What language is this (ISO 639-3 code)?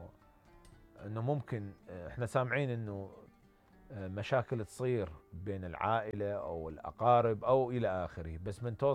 acm